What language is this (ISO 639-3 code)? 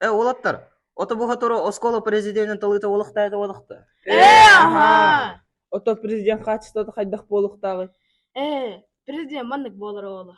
sah